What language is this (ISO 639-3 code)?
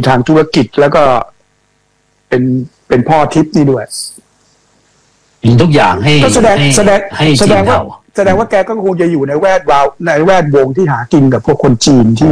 tha